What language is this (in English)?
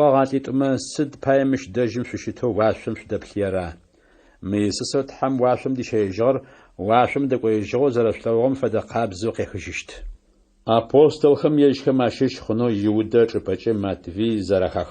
Adyghe